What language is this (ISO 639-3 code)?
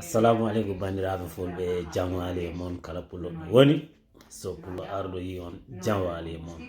ful